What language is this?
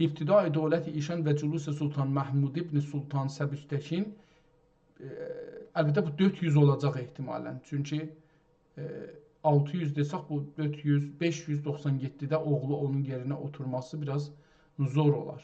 South Azerbaijani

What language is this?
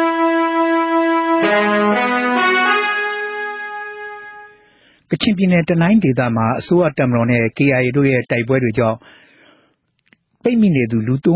Burmese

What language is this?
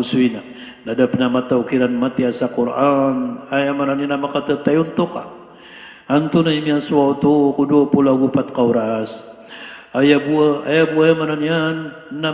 Maranao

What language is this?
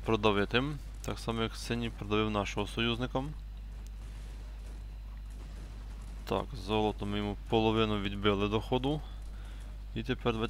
Ukrainian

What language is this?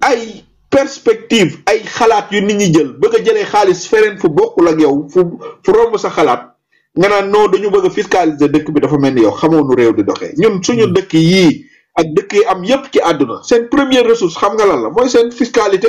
Wolof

